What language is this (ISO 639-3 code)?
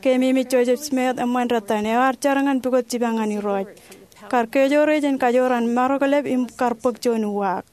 mah